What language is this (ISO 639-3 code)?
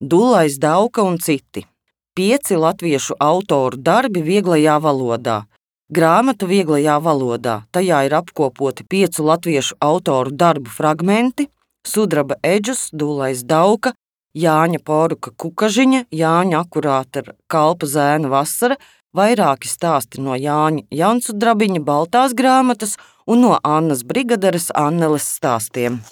lav